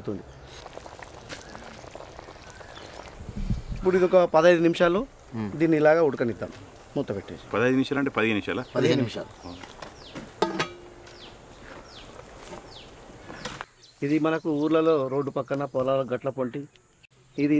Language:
Telugu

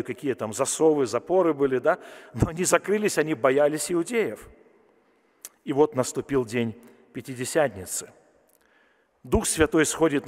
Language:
Russian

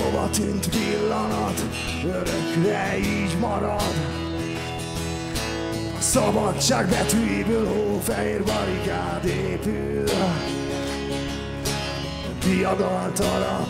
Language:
Hungarian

